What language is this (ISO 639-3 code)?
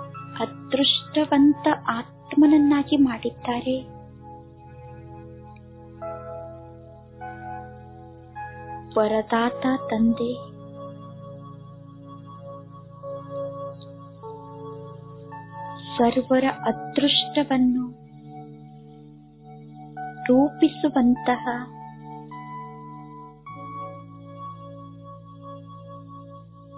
kan